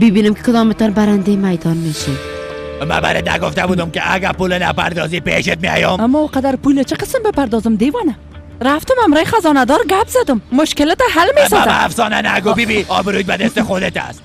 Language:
Persian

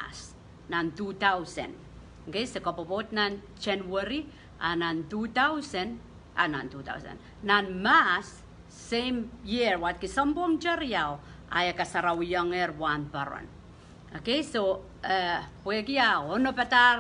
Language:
Pohnpeian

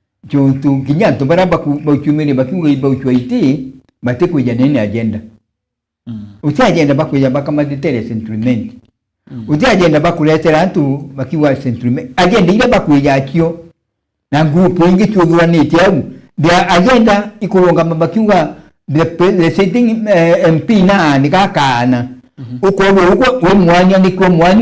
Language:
Meru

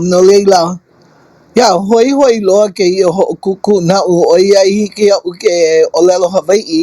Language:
Hawaiian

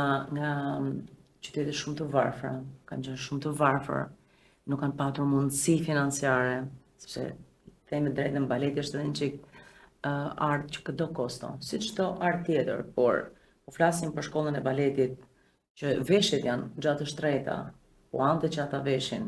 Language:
Albanian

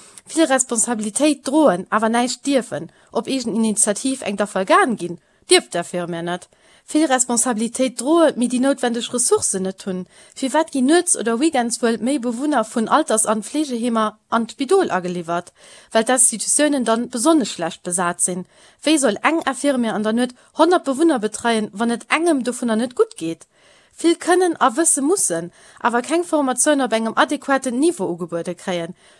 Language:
Luxembourgish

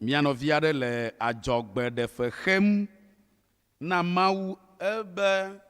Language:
Ewe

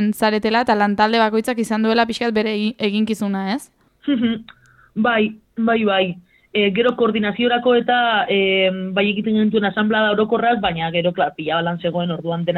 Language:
Basque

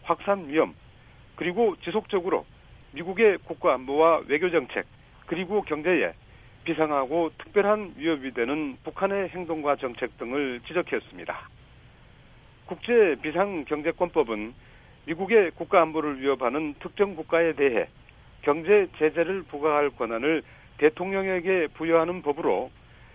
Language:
Korean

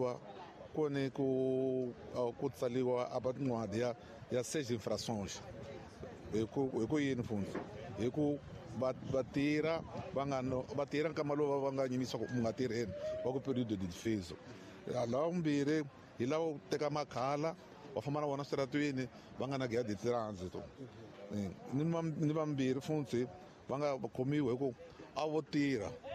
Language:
Tsonga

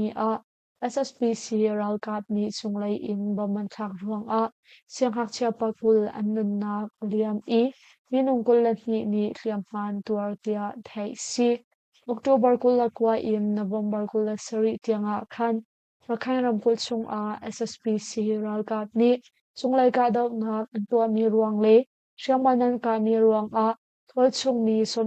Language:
Hakha Chin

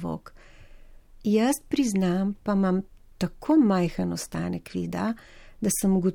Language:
Slovenian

